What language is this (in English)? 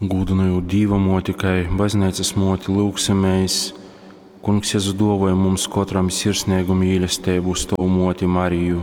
Latgalian